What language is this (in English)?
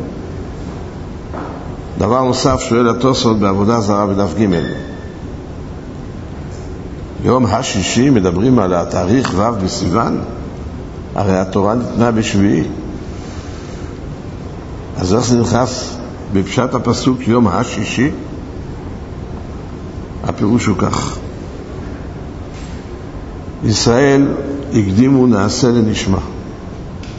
Hebrew